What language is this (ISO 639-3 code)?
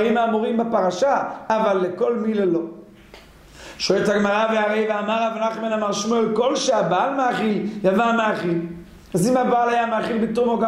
heb